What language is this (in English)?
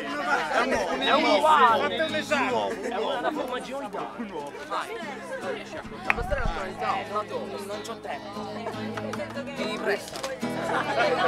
Italian